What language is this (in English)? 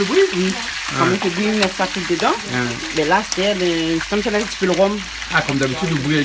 Réunion Creole French